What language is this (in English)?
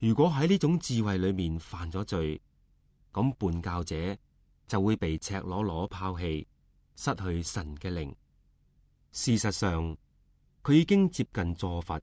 Cantonese